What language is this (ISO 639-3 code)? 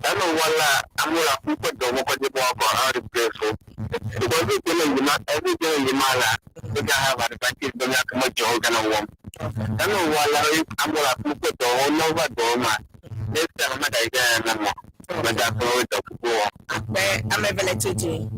ewe